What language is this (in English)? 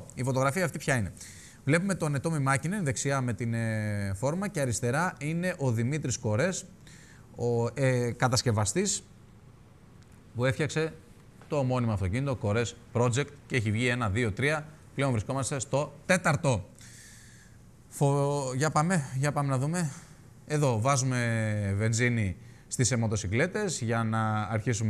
Greek